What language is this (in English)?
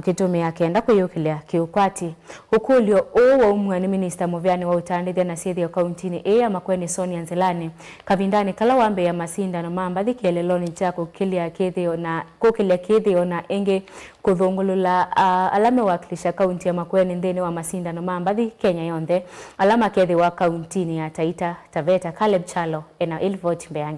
Kamba